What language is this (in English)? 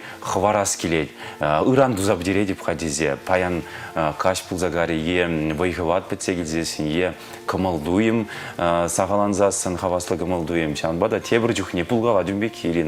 Chuvash